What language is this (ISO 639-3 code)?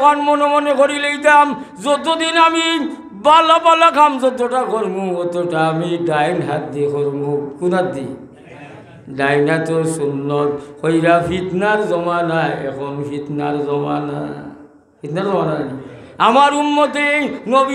syl